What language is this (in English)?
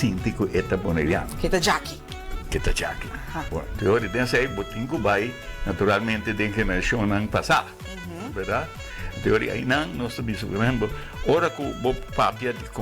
Papiamento